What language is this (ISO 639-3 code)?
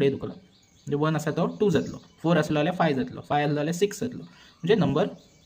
kok